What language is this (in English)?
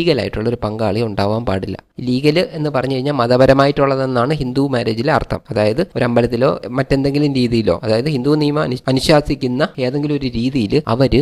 Malayalam